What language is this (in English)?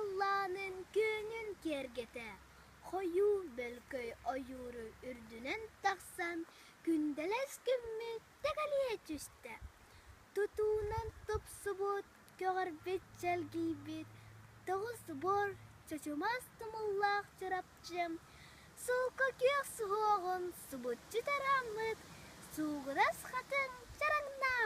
Yakut